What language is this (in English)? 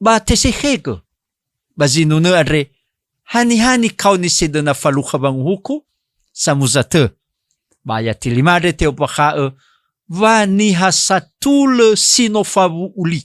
Nias